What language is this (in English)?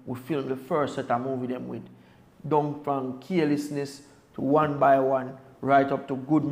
Jamaican Creole English